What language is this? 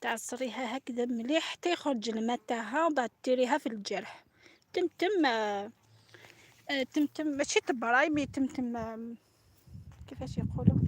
Algerian Arabic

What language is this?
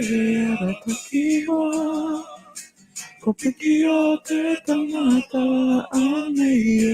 Māori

